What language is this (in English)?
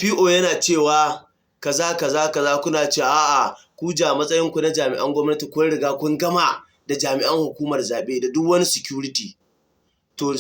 Hausa